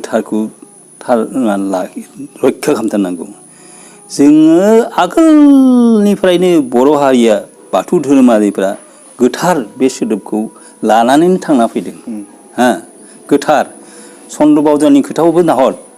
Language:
Bodo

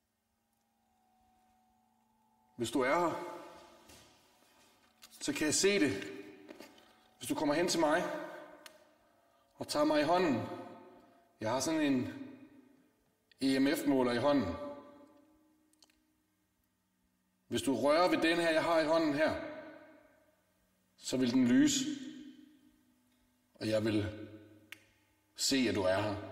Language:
Danish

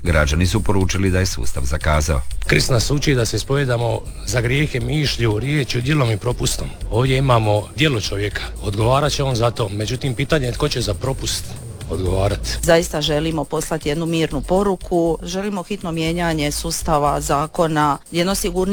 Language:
Croatian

